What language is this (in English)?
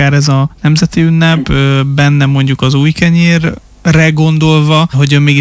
Hungarian